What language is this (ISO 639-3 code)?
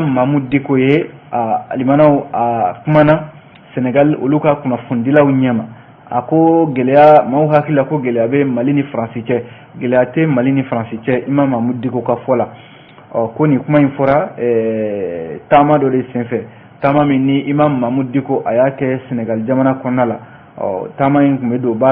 bam